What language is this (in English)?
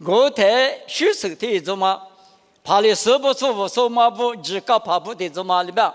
Lisu